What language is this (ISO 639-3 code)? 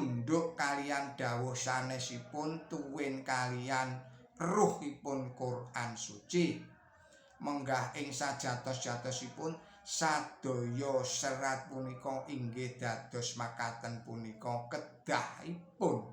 jav